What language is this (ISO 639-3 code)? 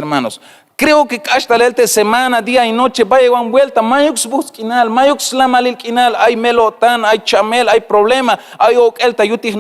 tzh